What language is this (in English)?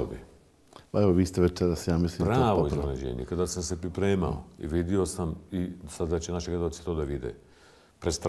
Bosnian